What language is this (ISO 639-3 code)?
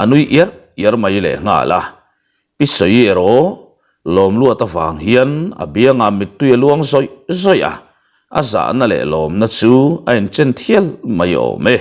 lus